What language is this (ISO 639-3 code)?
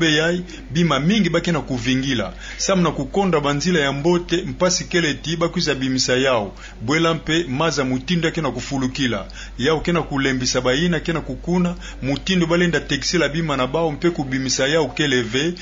ktu